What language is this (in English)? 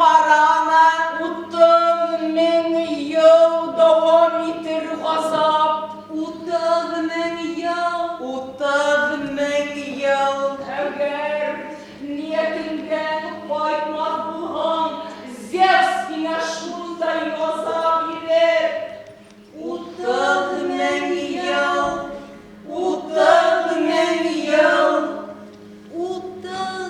Bashkir